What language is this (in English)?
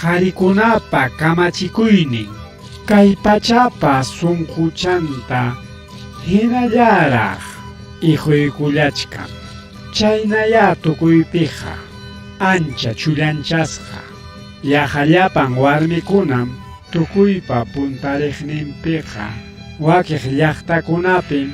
Ayacucho Quechua